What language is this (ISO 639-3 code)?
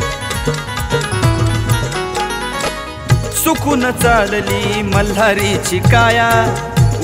mar